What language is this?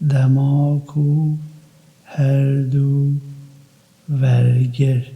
Kurdish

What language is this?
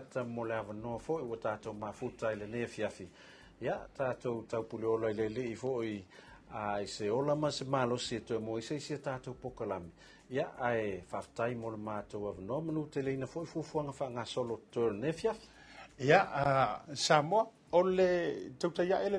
Samoan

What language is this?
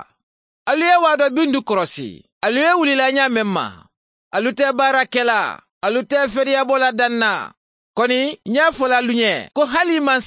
Bambara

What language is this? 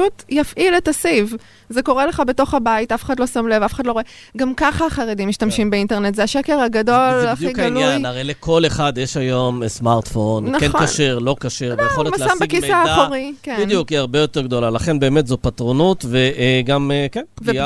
Hebrew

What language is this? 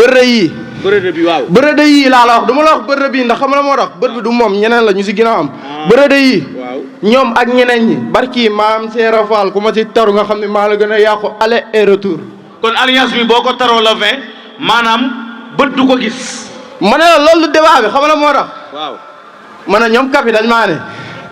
Wolof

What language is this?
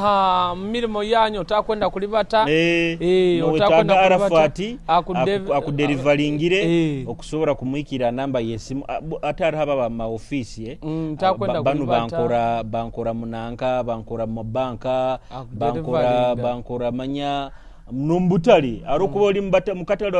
Nyoro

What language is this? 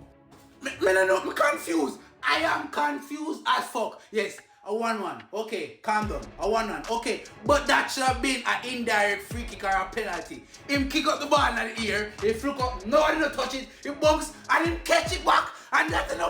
Jamaican Creole English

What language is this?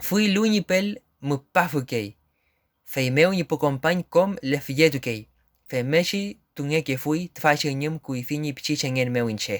Mapuche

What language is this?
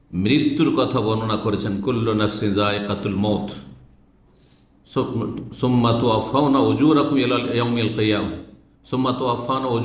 Bangla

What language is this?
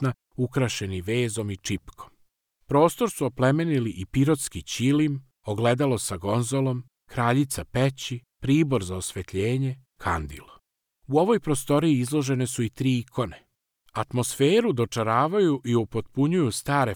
Serbian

